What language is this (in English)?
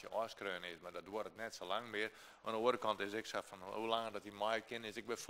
Western Frisian